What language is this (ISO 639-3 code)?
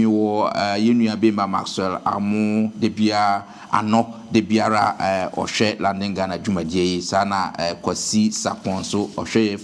aka